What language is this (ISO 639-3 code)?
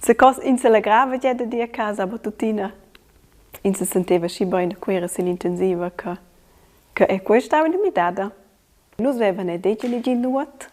roh